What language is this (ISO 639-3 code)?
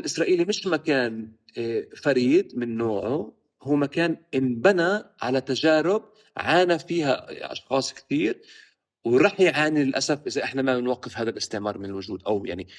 apc